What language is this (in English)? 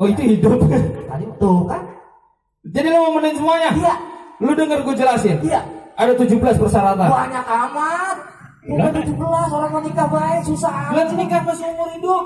Betawi